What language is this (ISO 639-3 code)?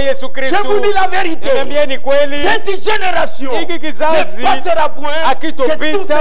swa